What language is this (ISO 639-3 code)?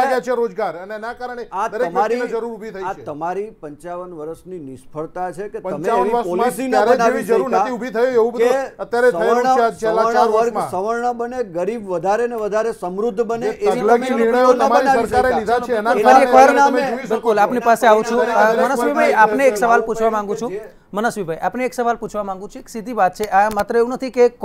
guj